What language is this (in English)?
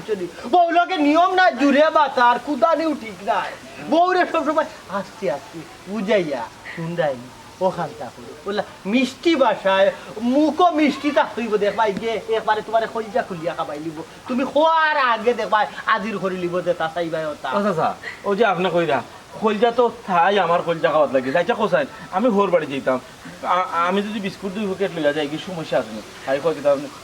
Sylheti